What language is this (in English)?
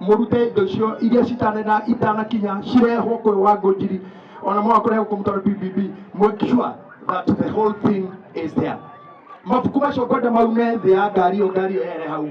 Kikuyu